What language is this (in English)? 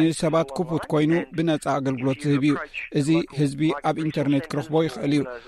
Tigrinya